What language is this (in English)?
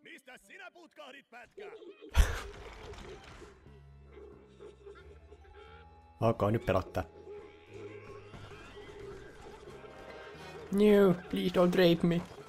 Finnish